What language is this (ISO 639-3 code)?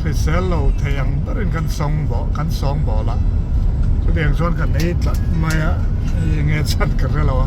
lus